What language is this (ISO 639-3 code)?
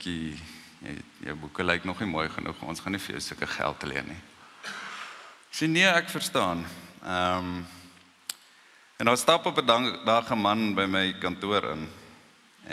afr